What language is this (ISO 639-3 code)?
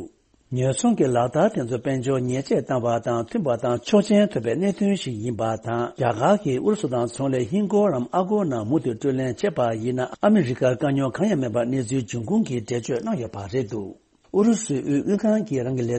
bod